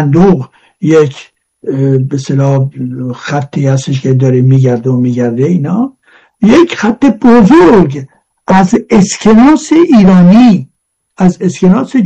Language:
Persian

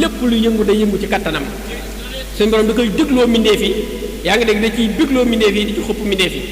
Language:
Wolof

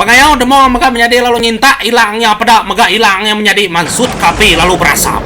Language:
Iban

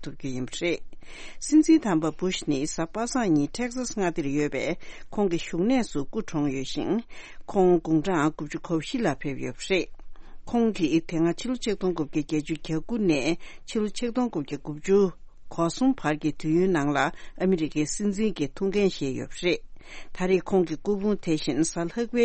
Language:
Tibetan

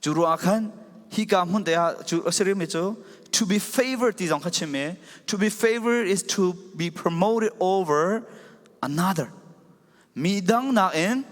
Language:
Falam Chin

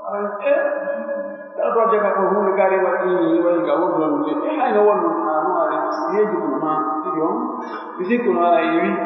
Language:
Pular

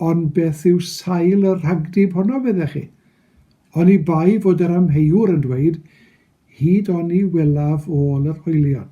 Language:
Welsh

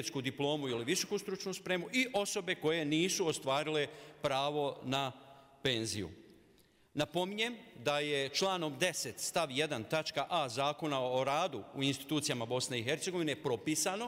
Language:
Bosnian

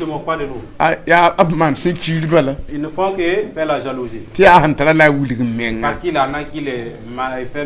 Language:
Mossi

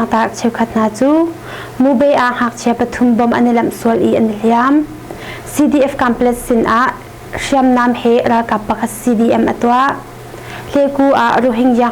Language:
Hakha Chin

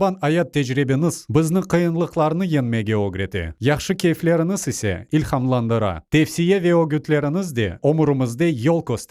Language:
Crimean Tatar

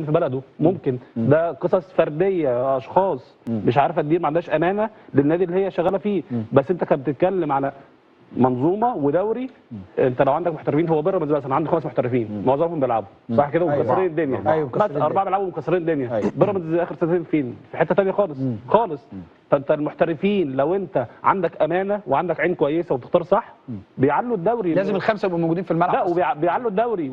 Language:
Egyptian Arabic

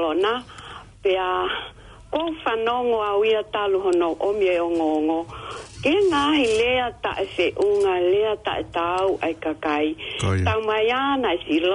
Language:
Tongan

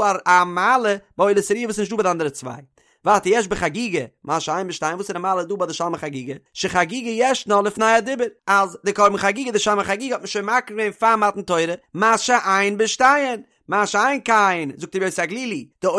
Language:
Yiddish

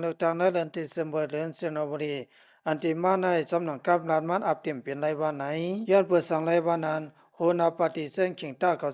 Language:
Shan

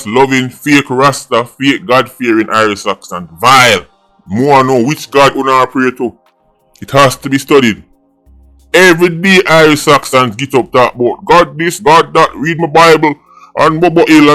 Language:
Jamaican Creole English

